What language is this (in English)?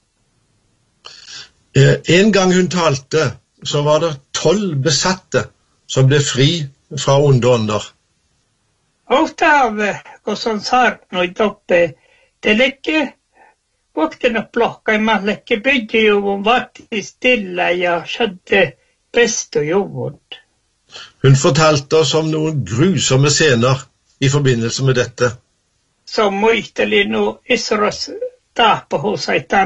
Norwegian